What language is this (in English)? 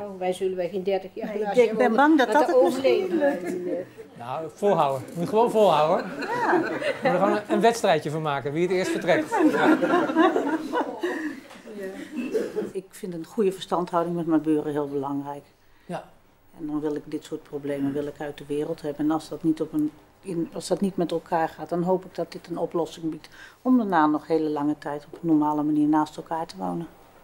Dutch